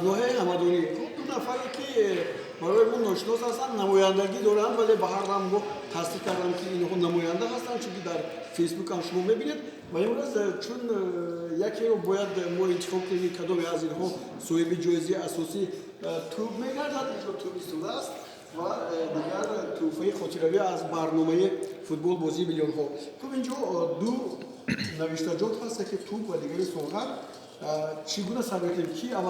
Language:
Tajik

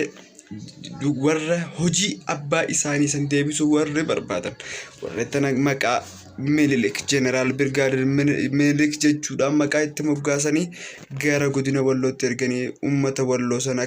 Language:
Oromo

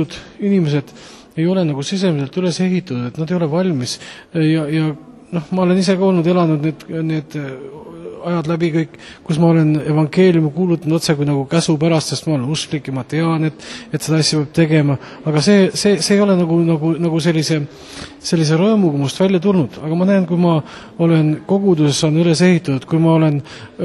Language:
Estonian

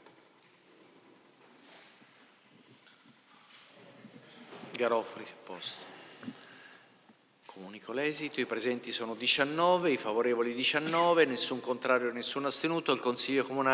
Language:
Italian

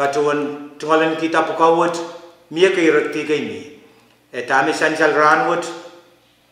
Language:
Pohnpeian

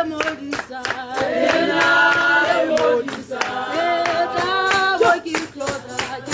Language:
Tswana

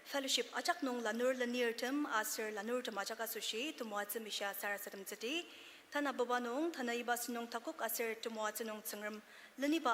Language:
Ao Naga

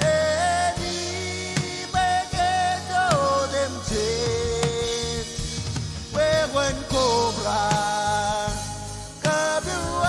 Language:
Marshallese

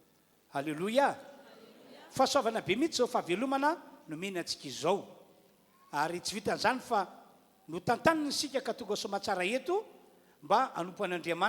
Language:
Malagasy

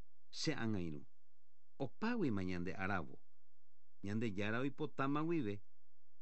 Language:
Guarani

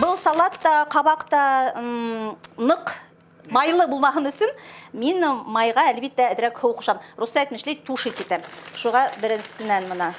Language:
Bashkir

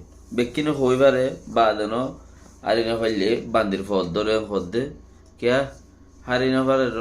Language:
Rohingya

